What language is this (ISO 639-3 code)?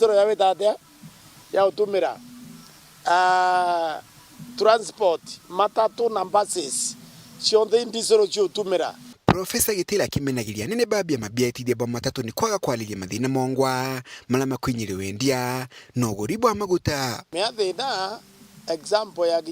mer